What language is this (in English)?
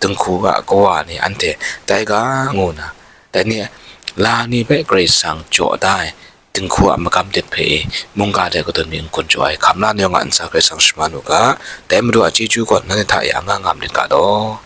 Kachin